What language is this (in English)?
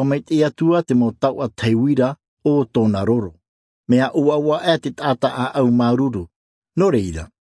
Tahitian